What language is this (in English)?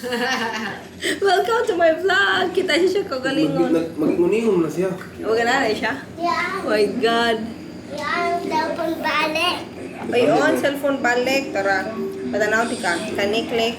Cebuano